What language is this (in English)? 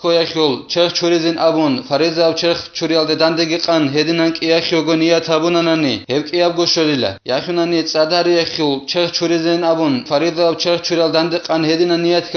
Avaric